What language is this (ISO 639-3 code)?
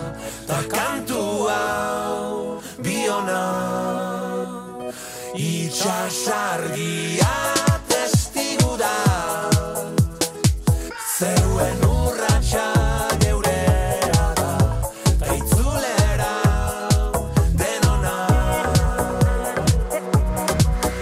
eus